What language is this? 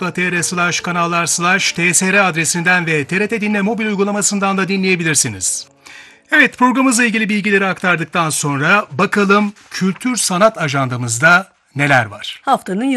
Turkish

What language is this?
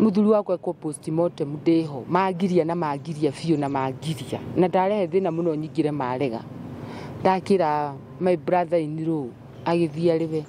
Kikuyu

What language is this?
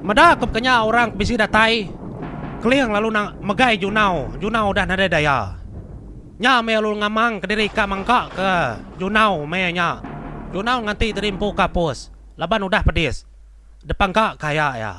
Iban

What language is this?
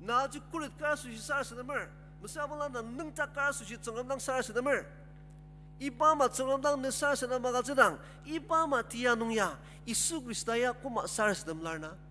Ao Naga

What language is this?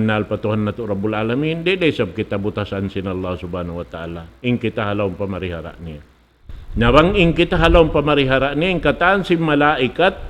Tausug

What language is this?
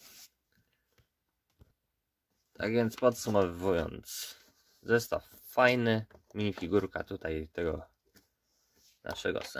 Polish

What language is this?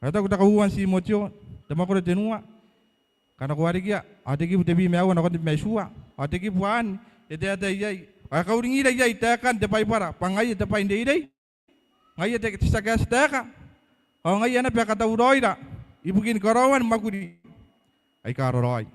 Gilbertese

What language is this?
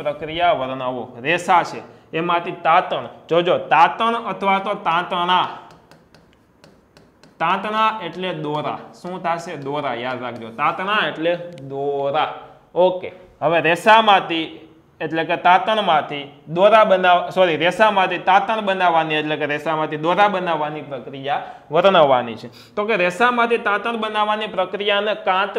Gujarati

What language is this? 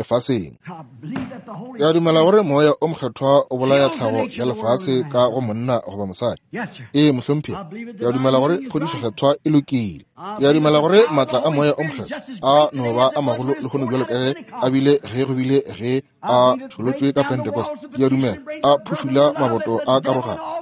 Northern Sotho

